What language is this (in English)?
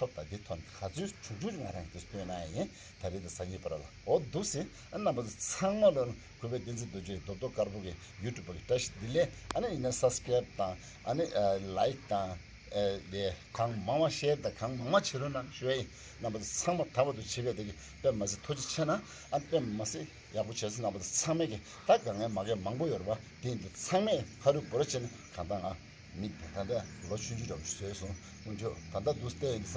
Tibetan